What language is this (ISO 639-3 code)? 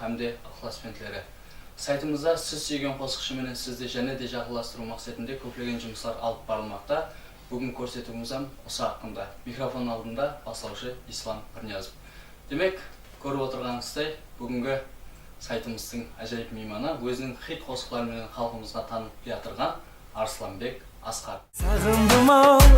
kaa